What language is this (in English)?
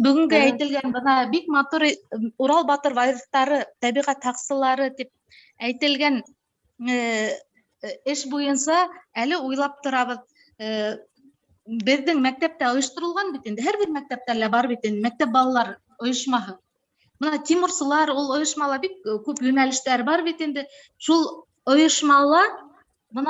Bashkir